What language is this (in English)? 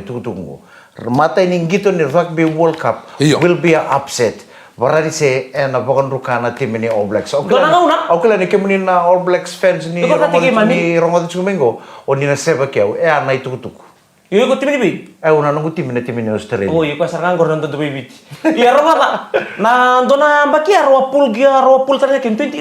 Fijian